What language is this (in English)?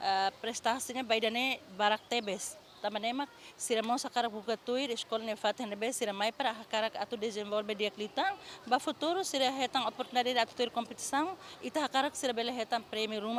Tetum